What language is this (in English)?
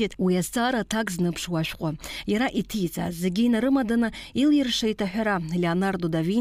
Abkhazian